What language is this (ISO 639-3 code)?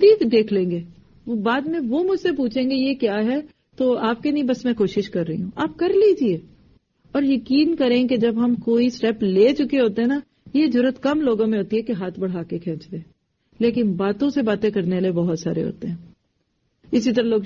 urd